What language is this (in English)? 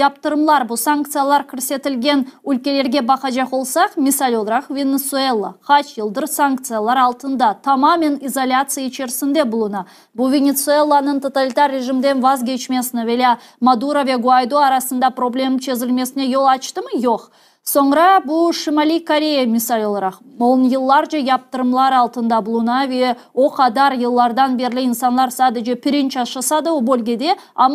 Crimean Tatar